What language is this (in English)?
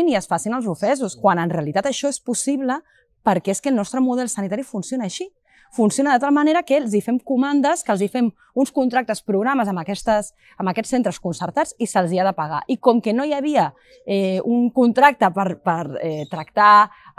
Catalan